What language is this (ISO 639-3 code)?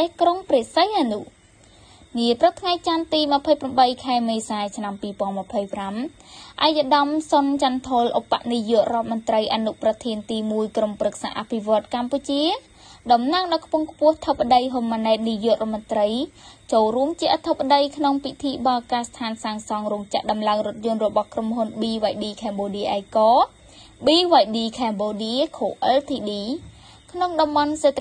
khm